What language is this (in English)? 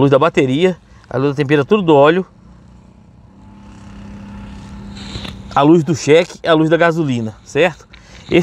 Portuguese